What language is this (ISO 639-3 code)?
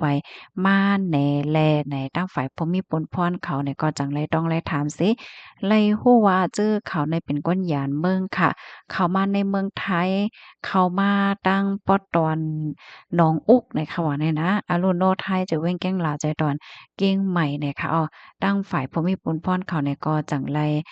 shn